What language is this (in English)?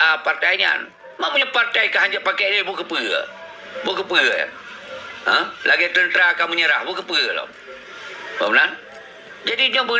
Achinese